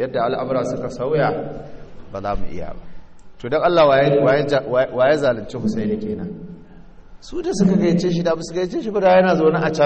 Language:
Hausa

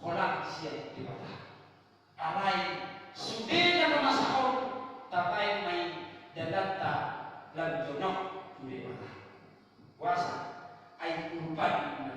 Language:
Batak Toba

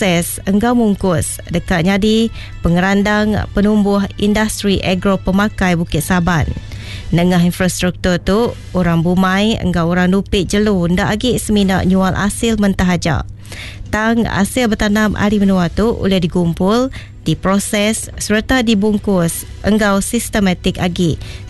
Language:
Iban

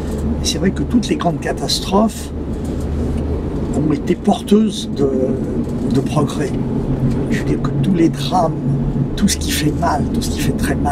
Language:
French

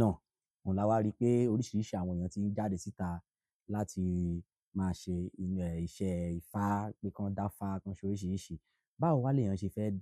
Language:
Yoruba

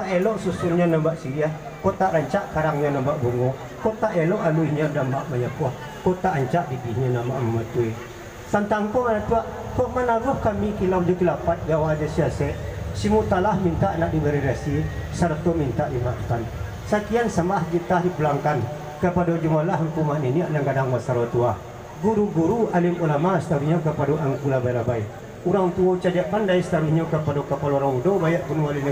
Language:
Minangkabau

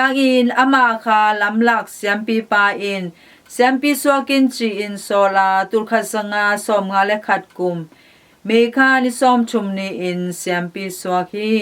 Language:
Tedim Chin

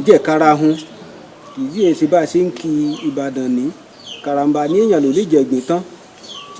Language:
Yoruba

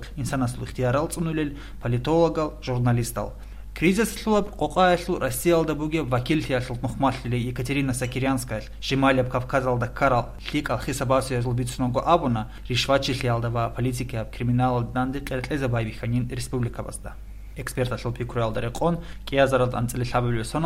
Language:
Avaric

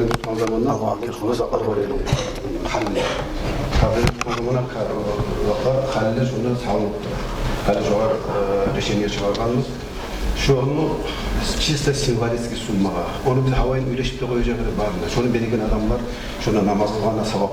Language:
Kumyk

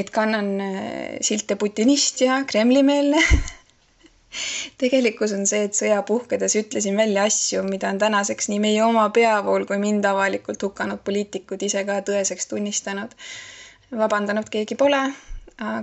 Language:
Estonian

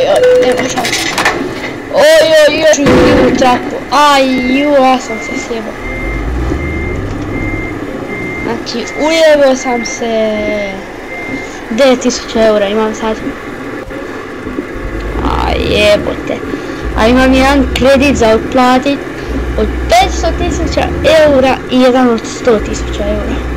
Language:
Croatian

